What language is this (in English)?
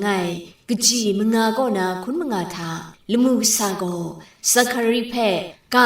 Kachin